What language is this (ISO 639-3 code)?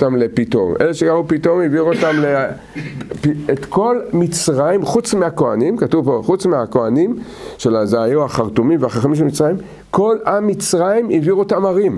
heb